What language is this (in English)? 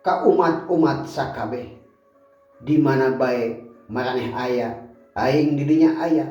Sundanese